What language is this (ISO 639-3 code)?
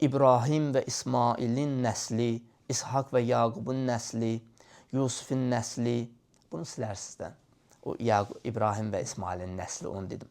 aze